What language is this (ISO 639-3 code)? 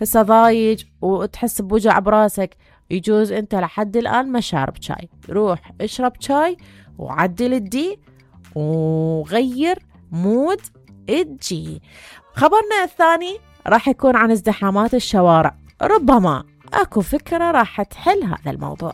acm